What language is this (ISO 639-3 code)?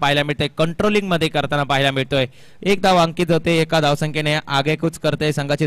mar